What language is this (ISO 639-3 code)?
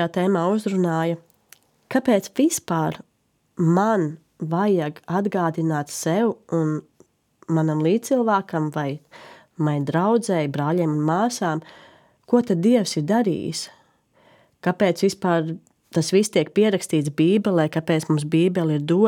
lav